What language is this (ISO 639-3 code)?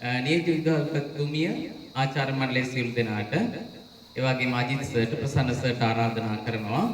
sin